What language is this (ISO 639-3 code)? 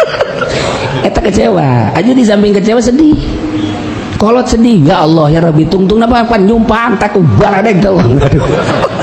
sun